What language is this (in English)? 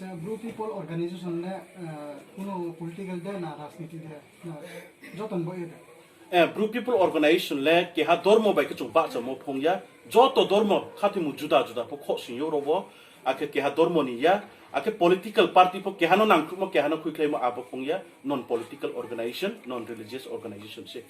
Riang (India)